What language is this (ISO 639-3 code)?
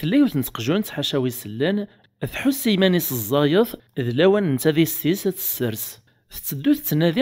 kab